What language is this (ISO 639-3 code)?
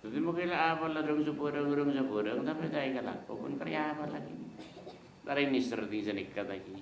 mad